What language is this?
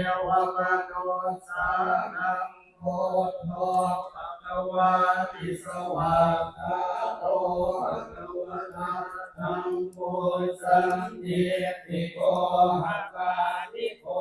Pali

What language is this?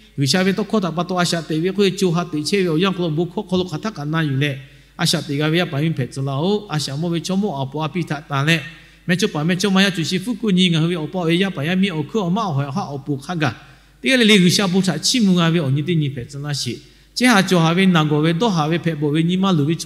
Lahu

